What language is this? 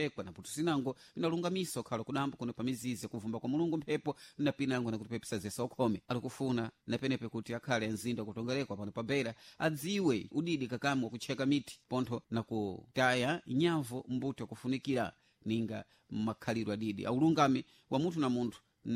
Sena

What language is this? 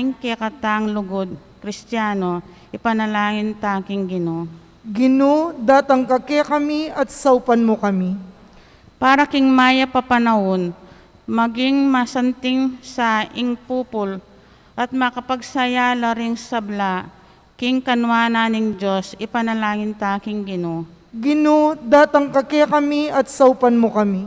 Pampanga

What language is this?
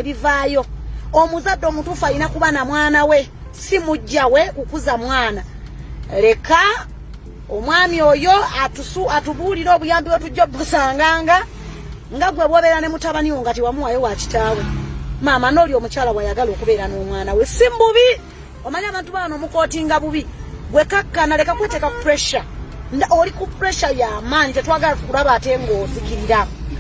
Ganda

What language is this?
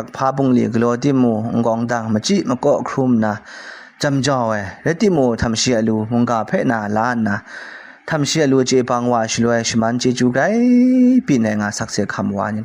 Kachin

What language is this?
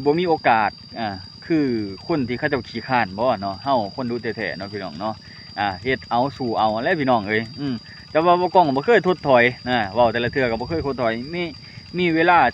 Lao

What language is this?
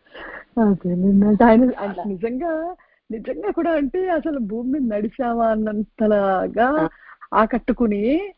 Telugu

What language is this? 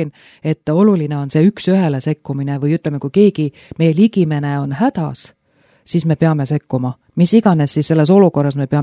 Estonian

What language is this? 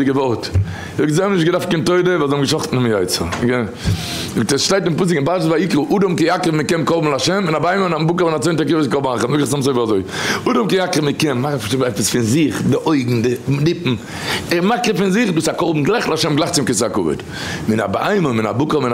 Yiddish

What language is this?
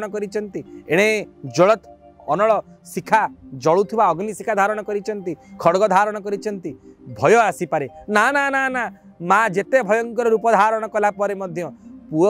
Odia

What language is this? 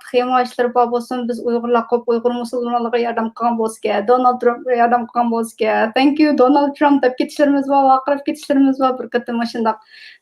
Uyghur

